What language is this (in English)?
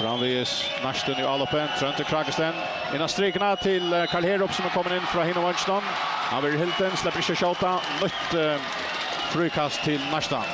Faroese